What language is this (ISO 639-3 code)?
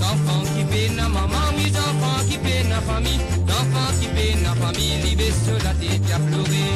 mfe